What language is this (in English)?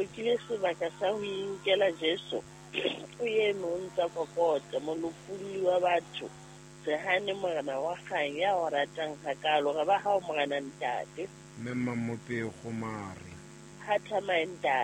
Southern Sotho